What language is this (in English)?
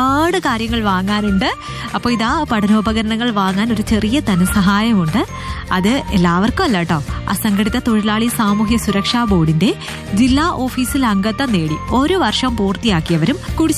Malayalam